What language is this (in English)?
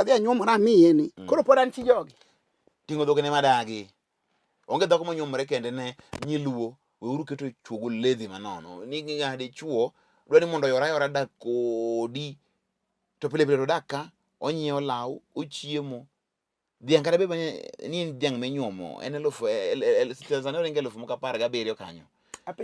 Luo (Kenya and Tanzania)